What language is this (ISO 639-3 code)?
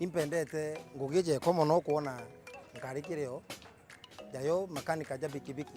mer